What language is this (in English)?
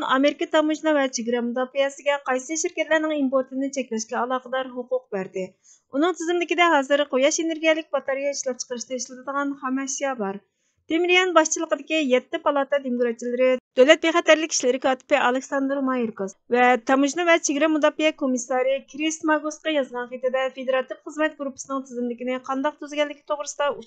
Uyghur